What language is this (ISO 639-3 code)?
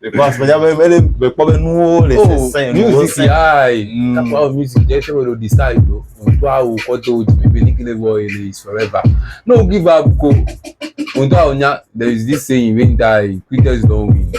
ewe